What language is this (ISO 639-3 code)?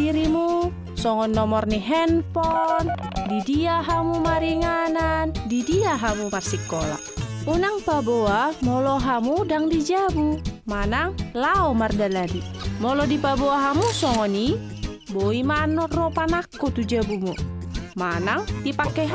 bbc